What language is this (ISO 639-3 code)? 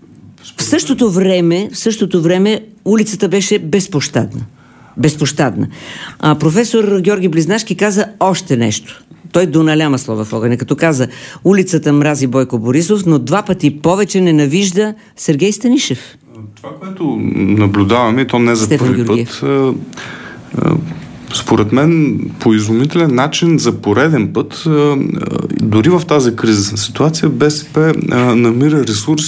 bul